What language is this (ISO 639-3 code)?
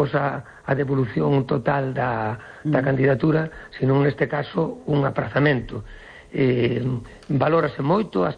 glg